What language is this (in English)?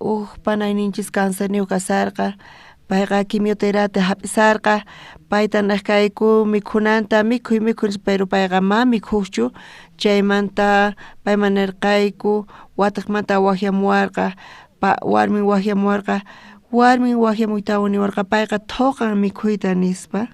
South Bolivian Quechua